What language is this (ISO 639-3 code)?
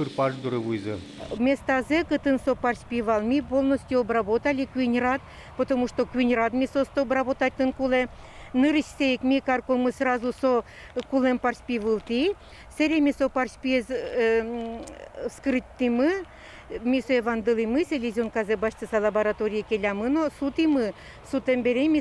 udm